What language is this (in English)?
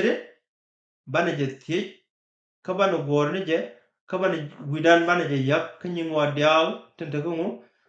Nuer